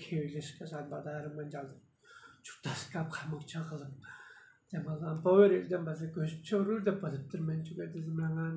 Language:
Tuvinian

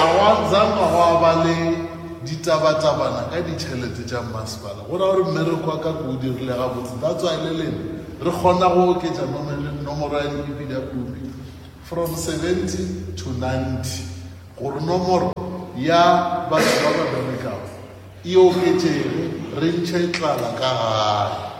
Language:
Northern Sotho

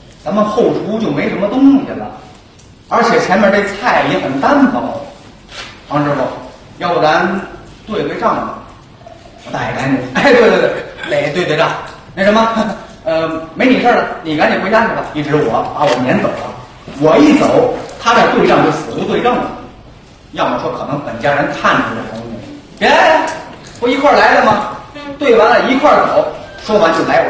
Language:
Chinese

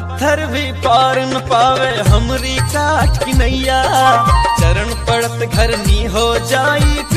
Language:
Bhojpuri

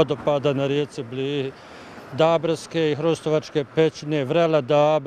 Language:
Bosnian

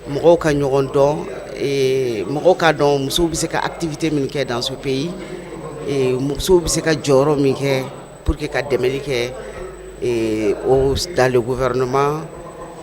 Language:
Bambara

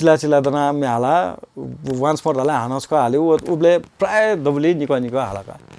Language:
Newari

